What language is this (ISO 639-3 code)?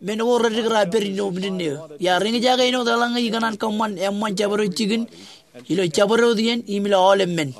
mah